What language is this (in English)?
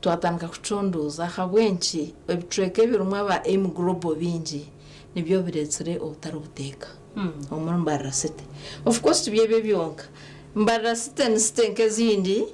Nyankole